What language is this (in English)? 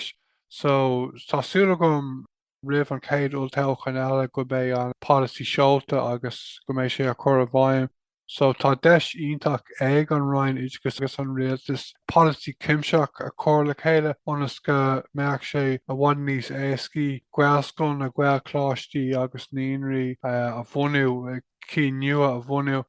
Irish